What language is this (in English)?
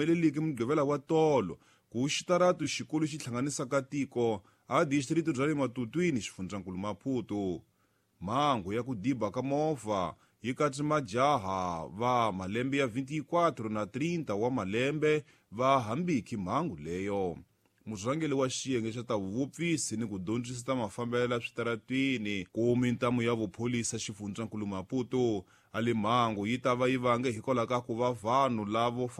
Tsonga